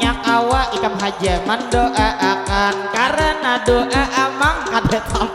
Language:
Banjar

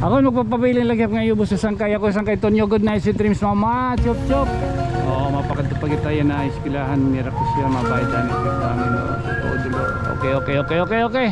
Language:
Waray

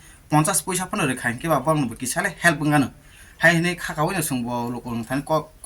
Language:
Kok Borok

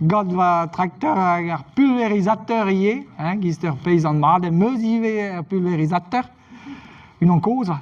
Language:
Breton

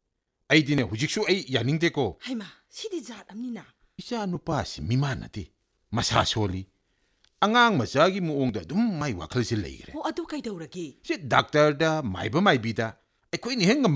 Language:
Manipuri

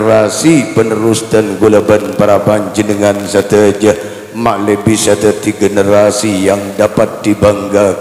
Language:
Madurese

